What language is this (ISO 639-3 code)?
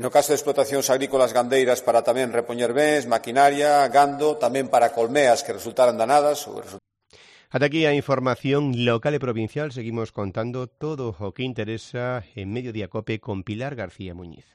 glg